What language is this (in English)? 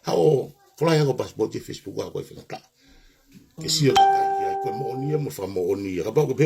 Tongan